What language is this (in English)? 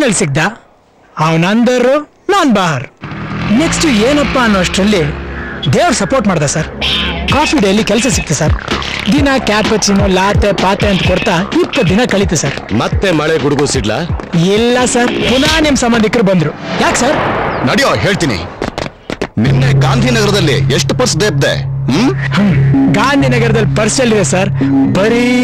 Kannada